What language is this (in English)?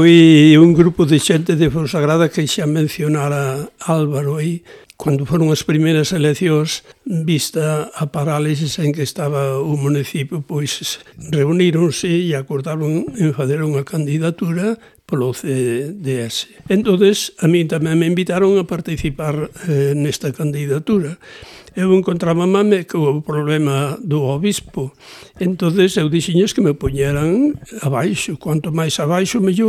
Galician